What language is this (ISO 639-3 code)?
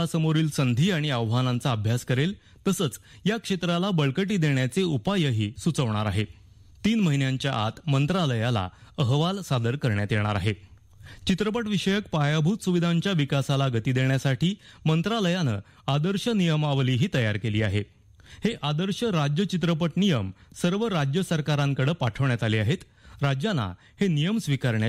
mar